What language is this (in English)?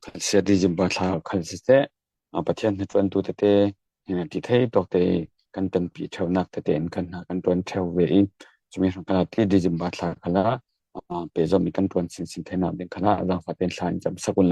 Falam Chin